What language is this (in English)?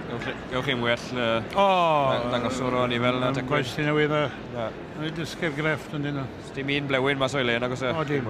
Welsh